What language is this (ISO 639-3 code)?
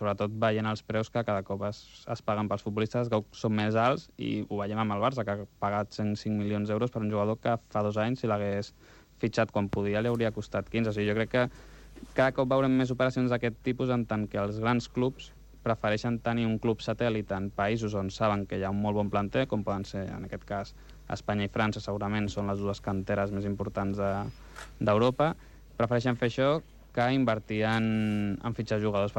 cat